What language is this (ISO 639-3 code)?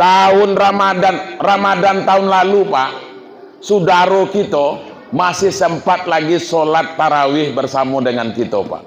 min